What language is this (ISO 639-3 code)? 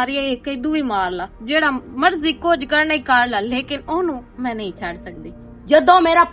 lah